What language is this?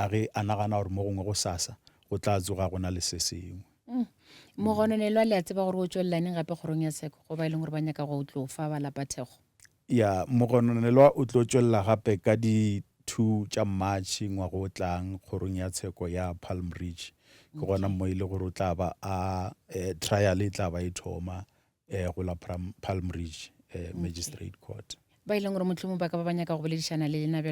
Northern Sotho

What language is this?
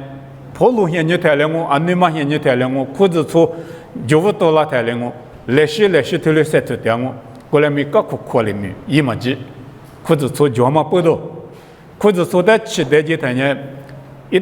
Lisu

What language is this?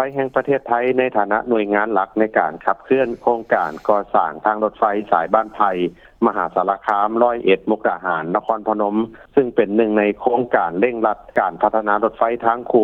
Lao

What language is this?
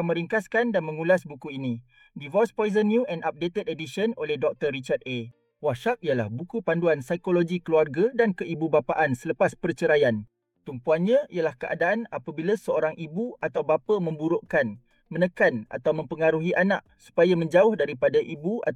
Malay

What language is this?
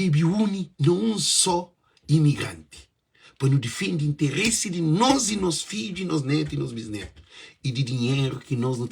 Kabuverdianu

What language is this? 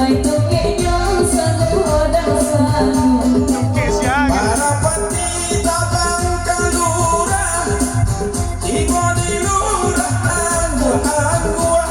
Minangkabau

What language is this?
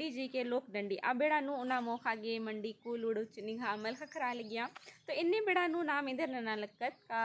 Kurukh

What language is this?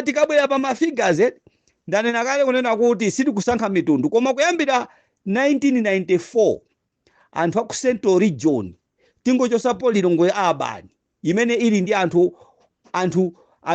Nyanja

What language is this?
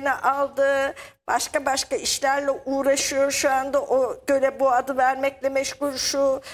Turkish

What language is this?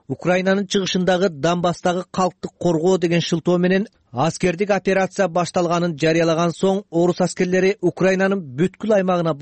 Kyrgyz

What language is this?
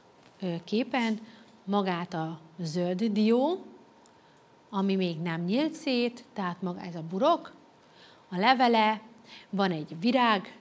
Hungarian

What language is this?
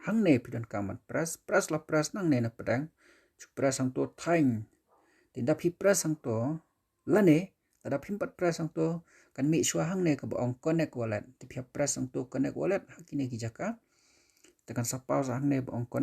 Khasi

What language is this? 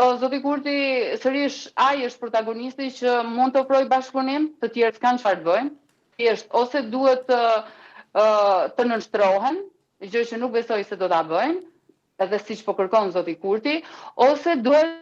Albanian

